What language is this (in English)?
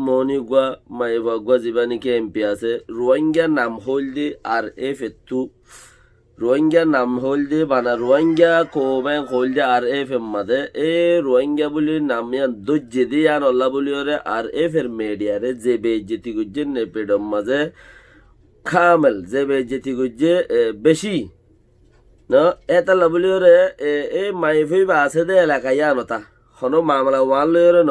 Rohingya